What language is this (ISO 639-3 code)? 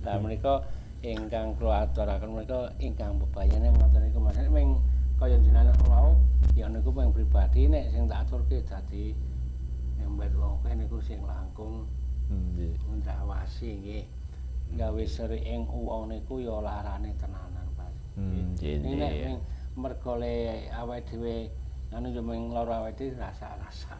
jav